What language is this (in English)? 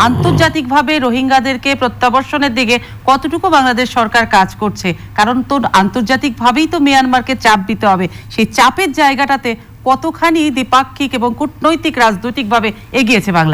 Bangla